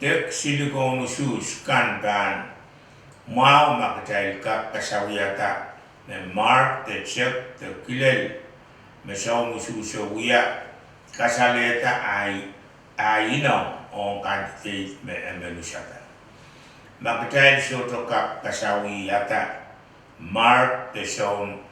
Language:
Pohnpeian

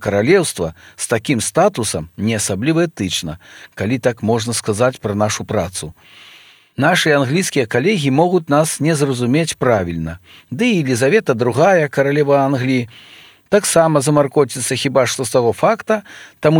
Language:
Belarusian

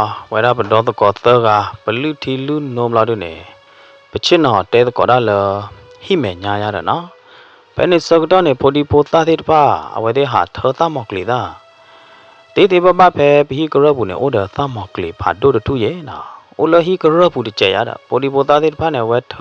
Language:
S'gaw Karen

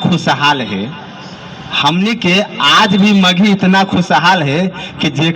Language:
Magahi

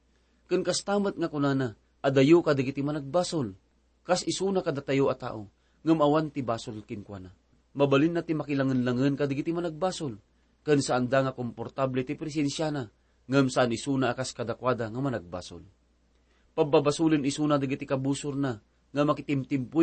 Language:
Iloko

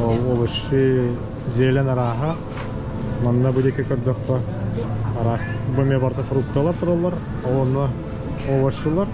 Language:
Yakut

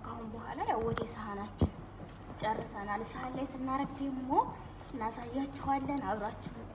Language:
Amharic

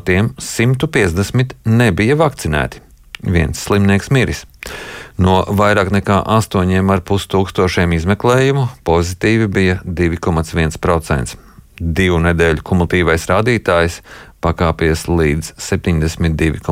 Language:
Latvian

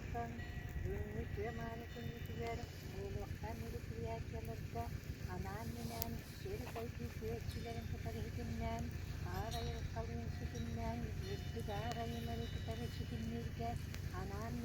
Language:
Yakut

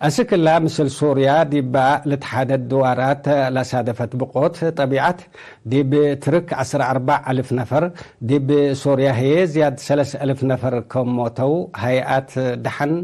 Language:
Tigre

